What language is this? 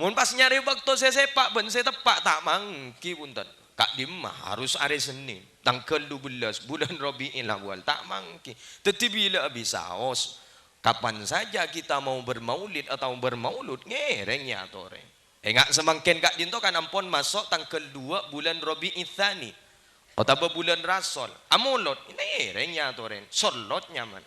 Madurese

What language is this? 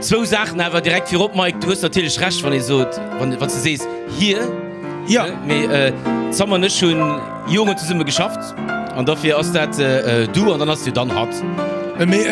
Luxembourgish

